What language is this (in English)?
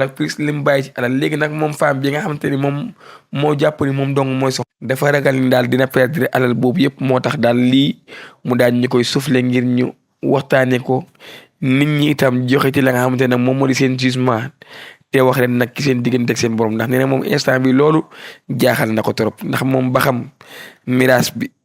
Wolof